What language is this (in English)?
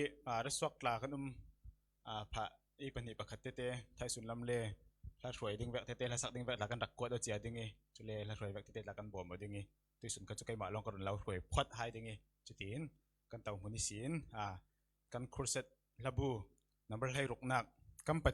Falam Chin